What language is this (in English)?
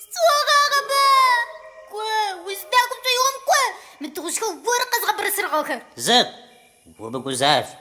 Adyghe